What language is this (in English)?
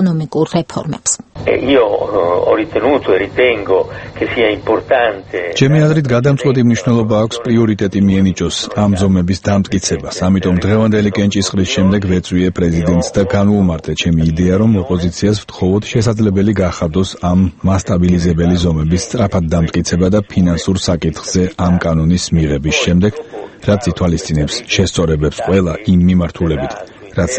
Georgian